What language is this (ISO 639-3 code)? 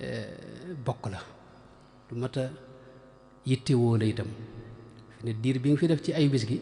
wol